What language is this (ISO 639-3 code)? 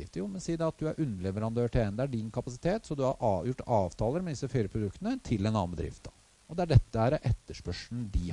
nor